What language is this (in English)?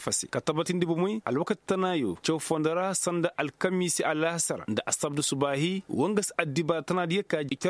Koyraboro Senni